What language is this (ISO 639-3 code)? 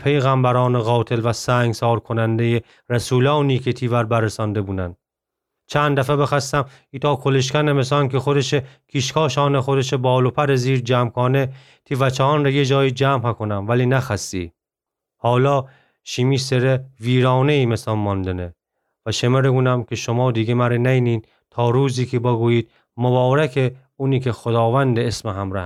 glk